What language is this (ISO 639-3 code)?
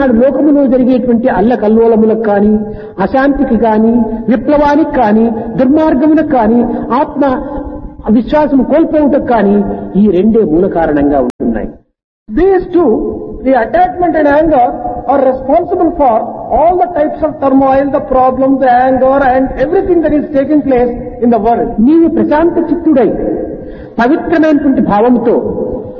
tel